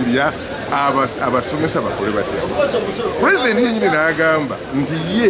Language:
Ganda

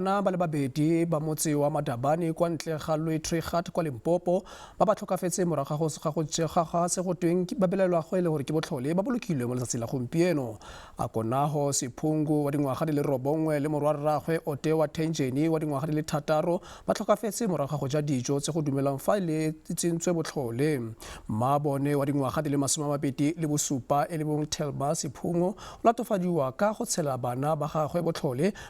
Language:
Tswana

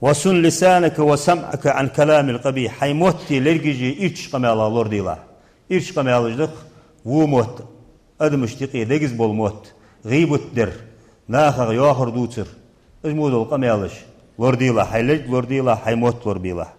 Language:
Ingush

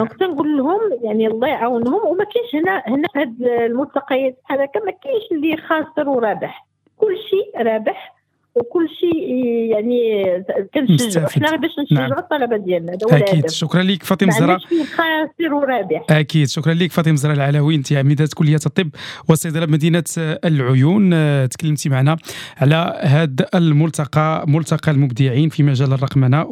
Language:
Moroccan Arabic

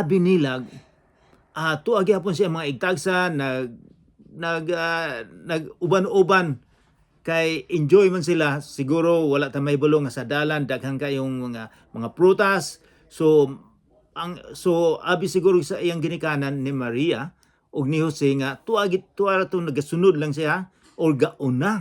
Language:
Cebuano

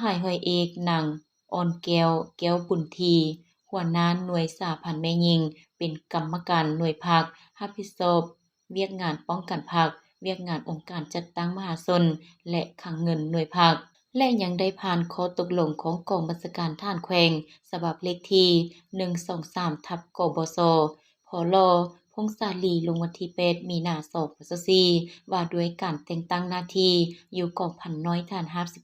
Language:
Lao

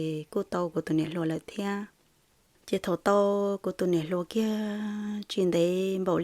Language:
Hmong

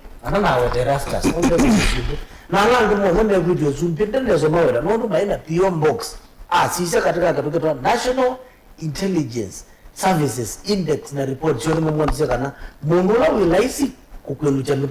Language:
Kamba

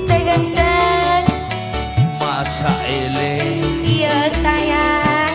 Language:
Madurese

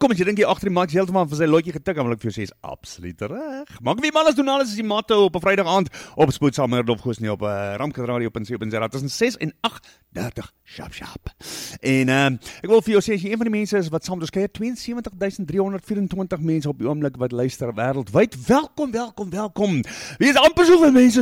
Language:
Afrikaans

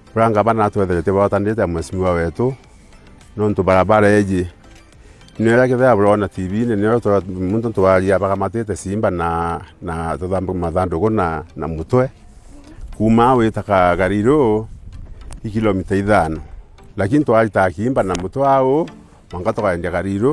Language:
Meru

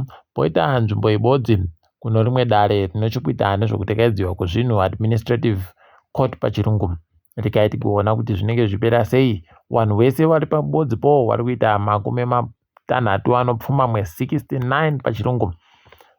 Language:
Ndau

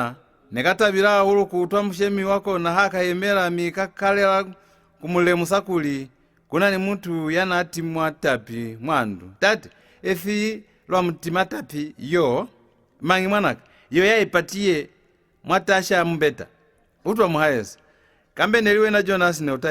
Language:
Lozi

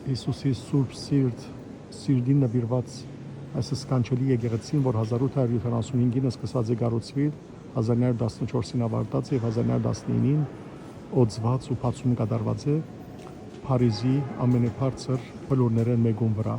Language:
Western Armenian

